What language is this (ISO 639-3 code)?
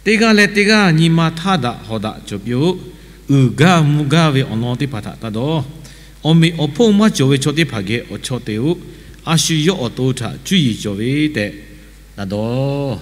lhu